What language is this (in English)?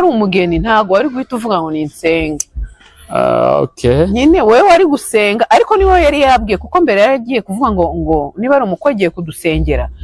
Kinyarwanda